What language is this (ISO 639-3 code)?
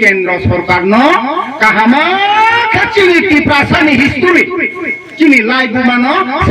trp